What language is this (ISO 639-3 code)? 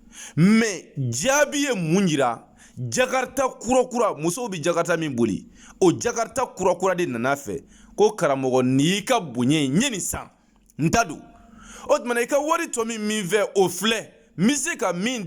bam